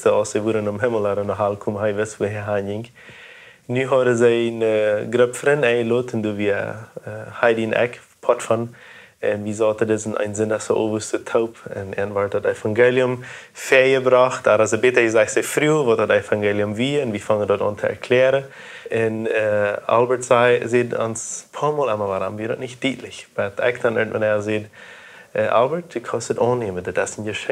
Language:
Plautdietsch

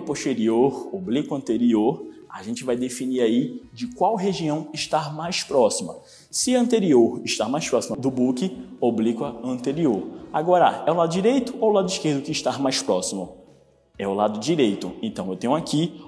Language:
Portuguese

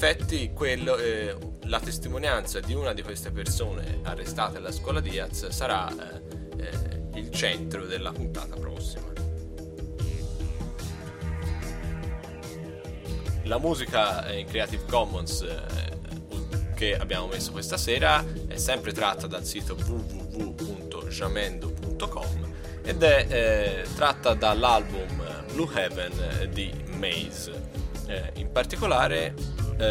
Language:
Italian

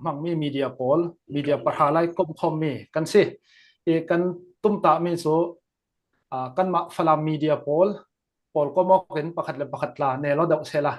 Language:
Falam Chin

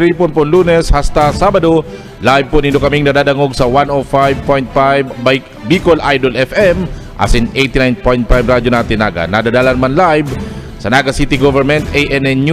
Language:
Bikol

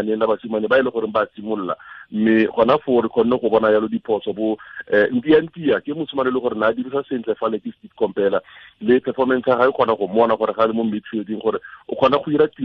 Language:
Tswana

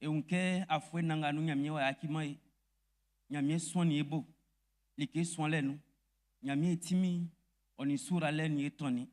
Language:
Baoulé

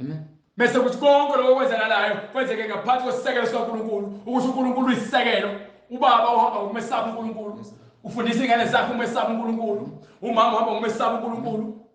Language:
Zulu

